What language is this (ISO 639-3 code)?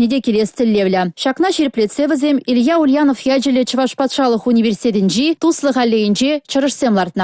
chv